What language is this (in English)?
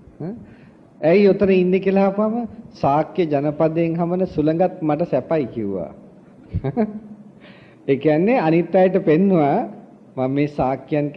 Sinhala